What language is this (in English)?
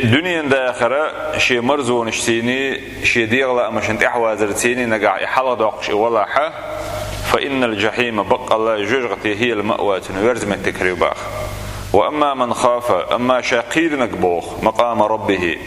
Chechen